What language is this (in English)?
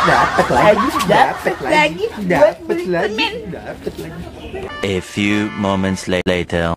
Betawi